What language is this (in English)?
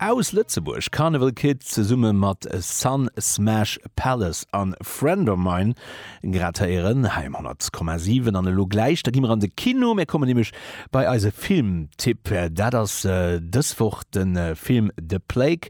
Luxembourgish